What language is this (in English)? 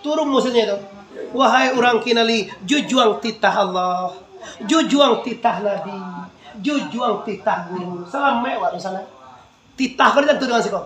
Minangkabau